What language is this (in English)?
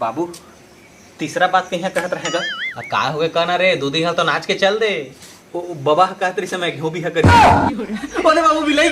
Chhattisgarhi